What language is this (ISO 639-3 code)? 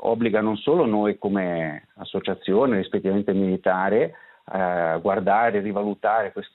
ita